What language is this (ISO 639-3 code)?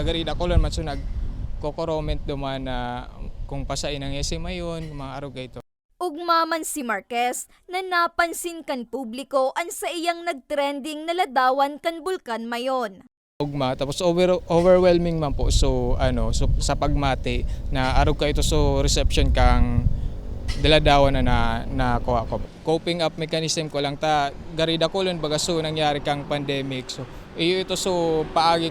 bik